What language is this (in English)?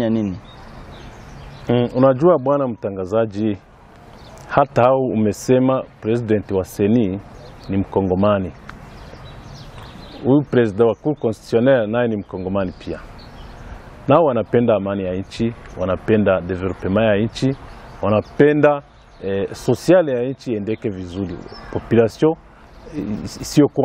Swahili